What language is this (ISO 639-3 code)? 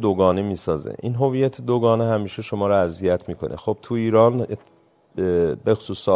fas